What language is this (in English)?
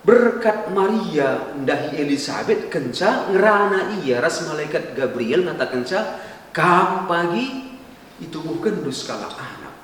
Batak Karo